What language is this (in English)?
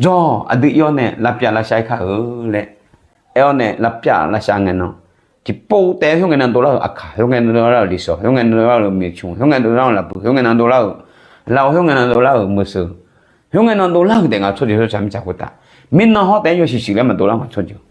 Akha